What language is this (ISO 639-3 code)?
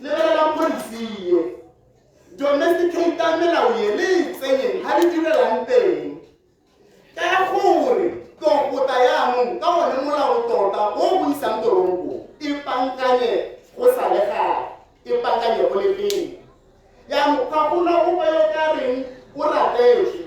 tsn